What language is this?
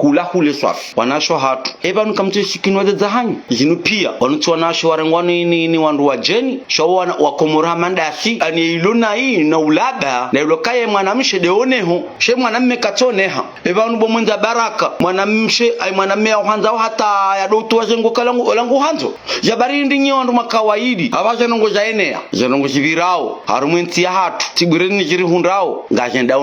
Ngazidja Comorian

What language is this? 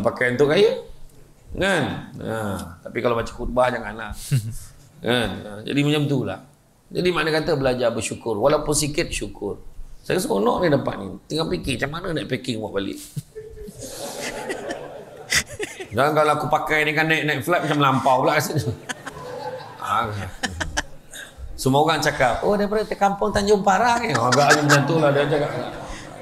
Malay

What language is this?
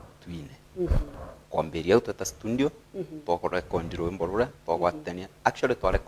Meru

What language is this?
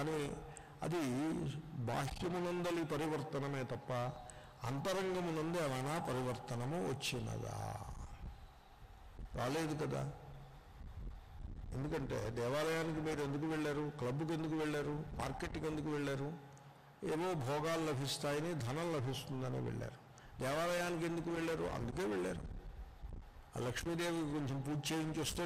Telugu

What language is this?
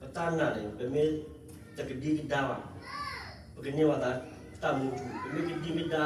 S'gaw Karen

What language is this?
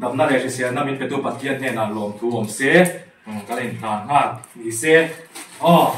Mizo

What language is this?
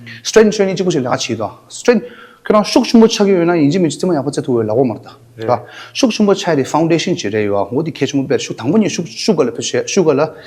Tibetan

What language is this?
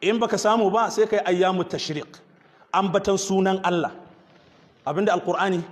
Hausa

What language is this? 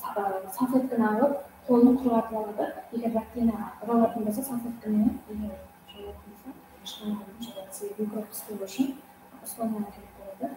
Kara-Kalpak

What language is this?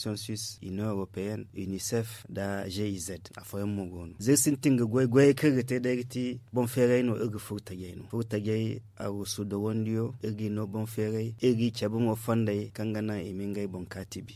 Zarma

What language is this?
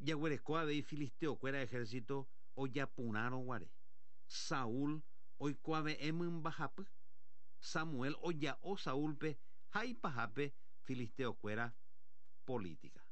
Guarani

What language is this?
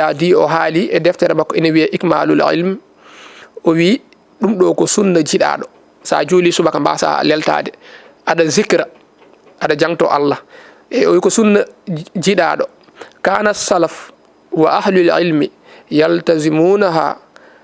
Fula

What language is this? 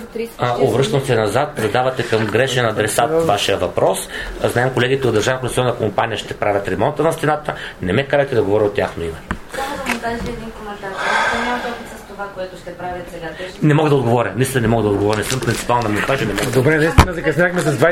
Bulgarian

